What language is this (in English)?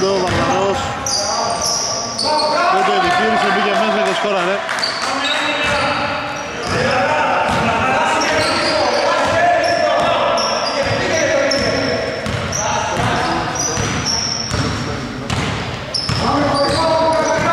Greek